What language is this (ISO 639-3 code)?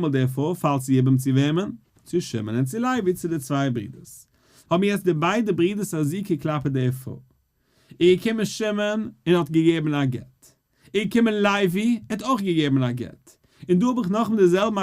yid